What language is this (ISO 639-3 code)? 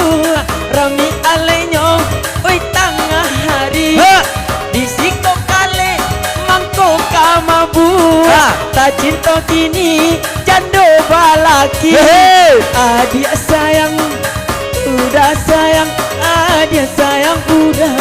min